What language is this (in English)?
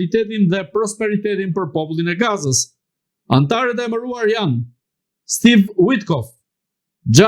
Albanian